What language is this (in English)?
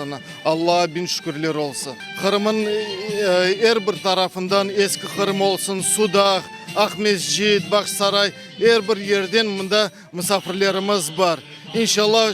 Crimean Tatar